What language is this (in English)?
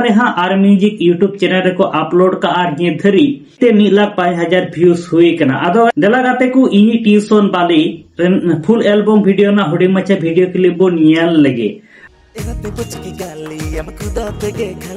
Santali